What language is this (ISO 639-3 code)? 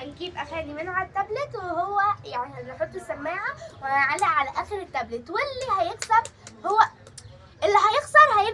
arz